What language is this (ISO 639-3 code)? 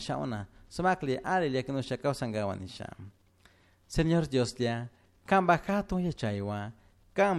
qug